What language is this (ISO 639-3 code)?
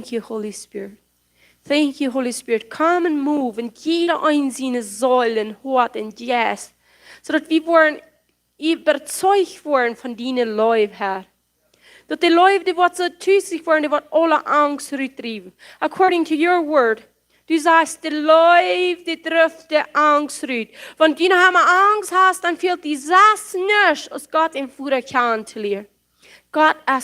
pdt